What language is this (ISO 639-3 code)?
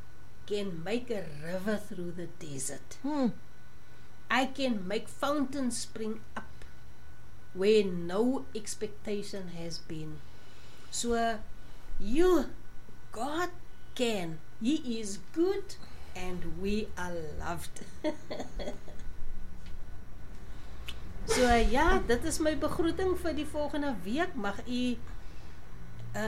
afr